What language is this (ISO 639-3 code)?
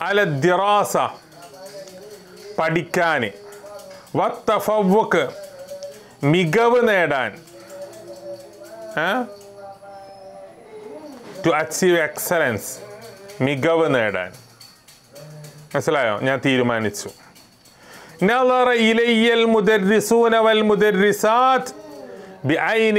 mal